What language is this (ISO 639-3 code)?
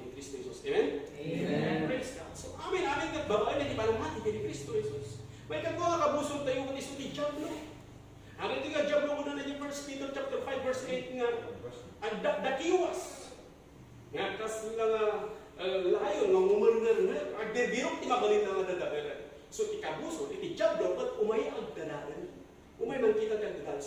ilo